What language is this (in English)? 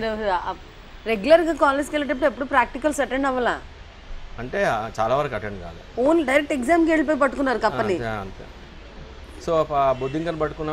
Telugu